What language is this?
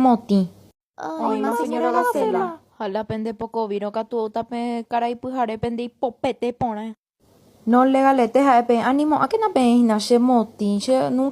Guarani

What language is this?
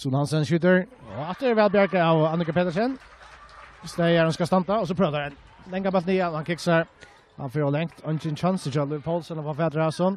Faroese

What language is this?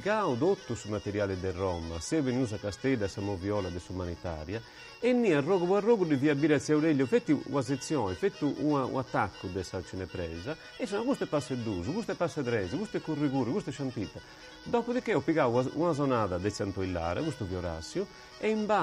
Sardinian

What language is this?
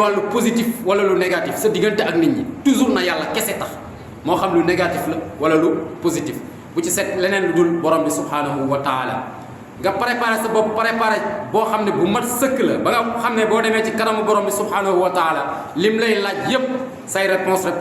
Wolof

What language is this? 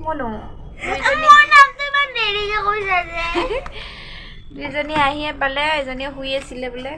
Assamese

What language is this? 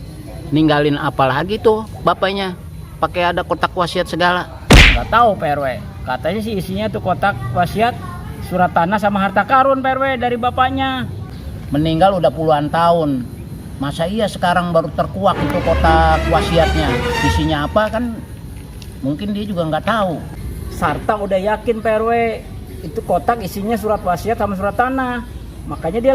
Betawi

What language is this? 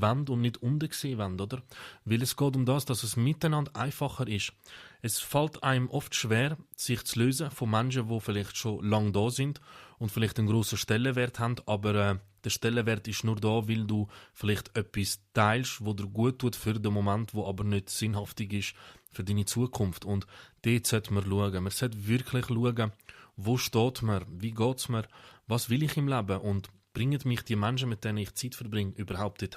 Swiss German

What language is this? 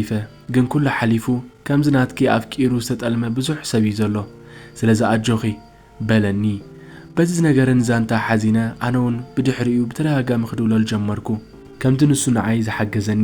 Tigrinya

